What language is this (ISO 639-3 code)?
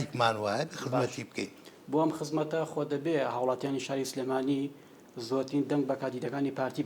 ckb